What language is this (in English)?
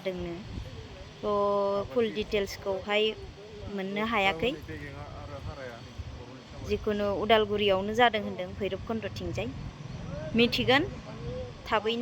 Bodo